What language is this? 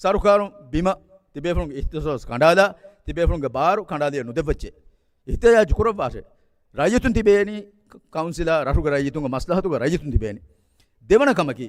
Divehi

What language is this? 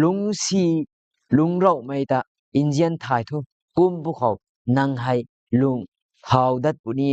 Rongmei Naga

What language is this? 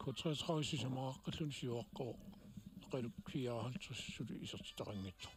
Kalaallisut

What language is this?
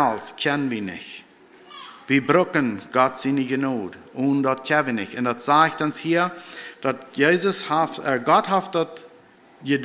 Plautdietsch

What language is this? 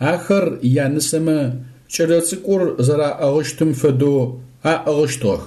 Adyghe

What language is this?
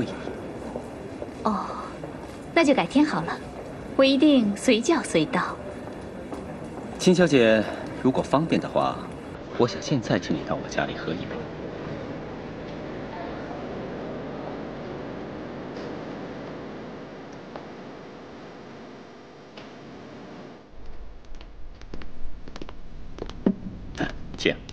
Chinese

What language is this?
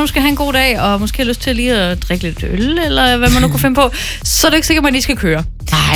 Danish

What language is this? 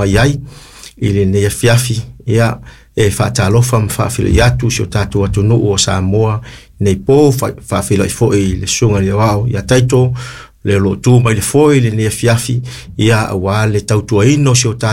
Samoan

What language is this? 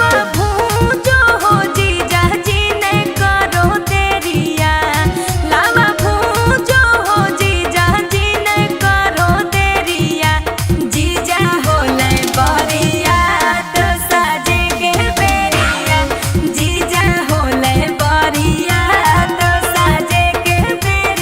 Magahi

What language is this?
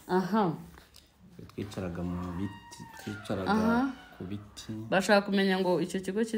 Kinyarwanda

